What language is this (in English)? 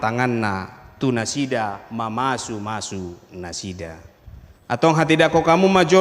Batak Toba